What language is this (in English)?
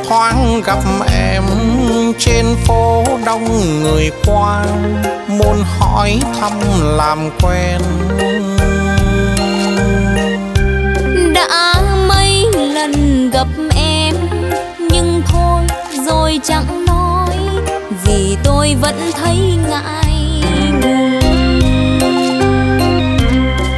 Vietnamese